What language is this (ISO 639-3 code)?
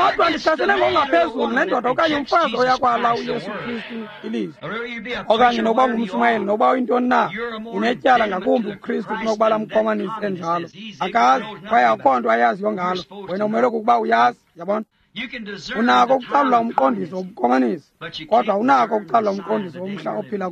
xho